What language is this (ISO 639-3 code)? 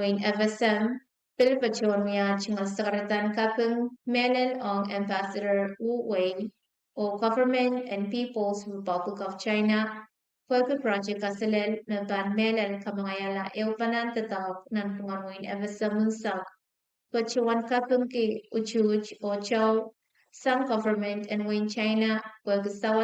pon